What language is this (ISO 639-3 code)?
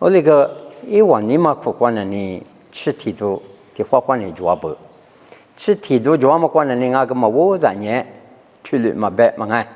lis